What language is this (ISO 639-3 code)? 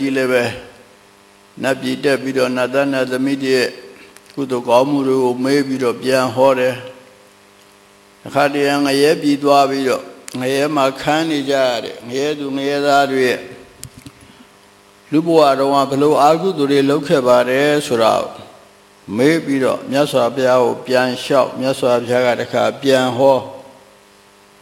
mya